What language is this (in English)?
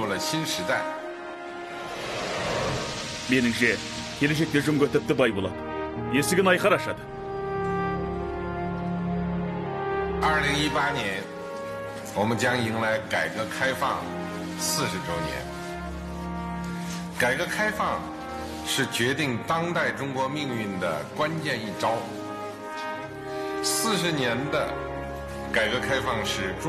Kazakh